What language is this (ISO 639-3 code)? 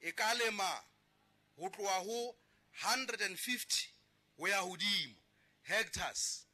sot